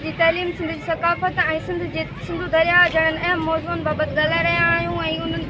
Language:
Sindhi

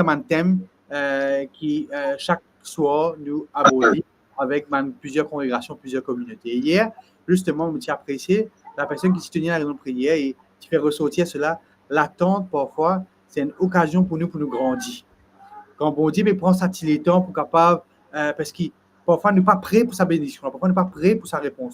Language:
Morisyen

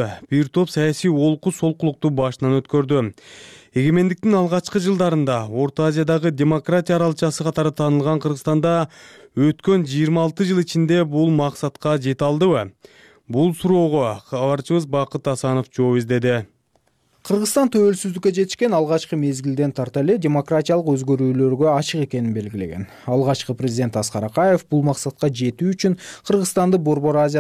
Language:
Kyrgyz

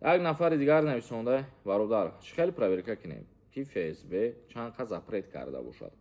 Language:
Tajik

